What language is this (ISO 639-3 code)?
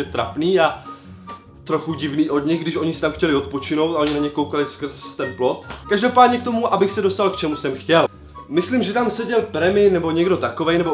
ces